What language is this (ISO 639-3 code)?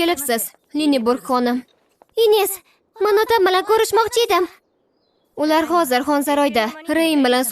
uzb